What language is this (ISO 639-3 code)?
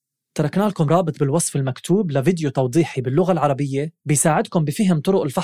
apc